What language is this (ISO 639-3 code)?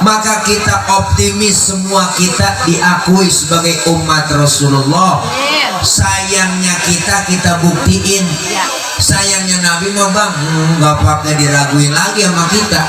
bew